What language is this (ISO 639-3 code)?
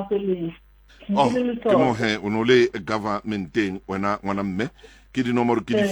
sot